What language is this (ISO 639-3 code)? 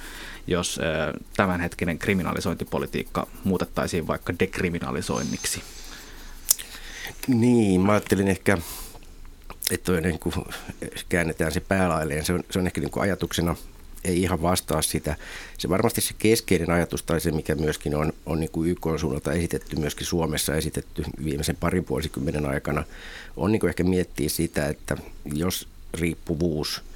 fin